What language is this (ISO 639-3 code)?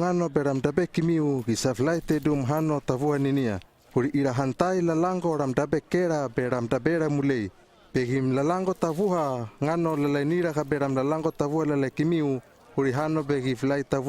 lml